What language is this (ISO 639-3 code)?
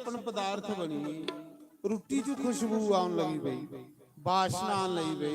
doi